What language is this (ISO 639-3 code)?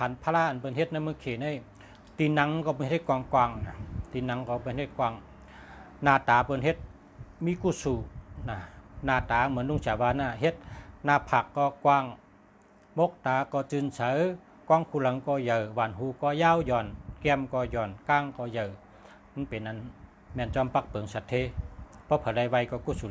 shn